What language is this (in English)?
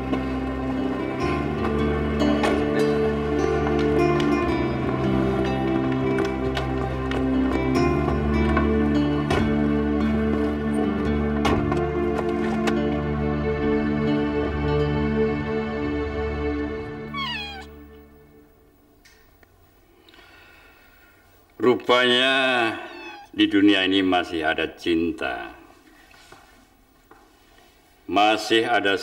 Indonesian